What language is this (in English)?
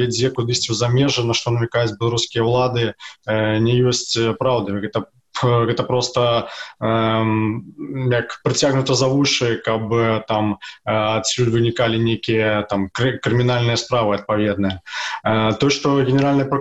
Belarusian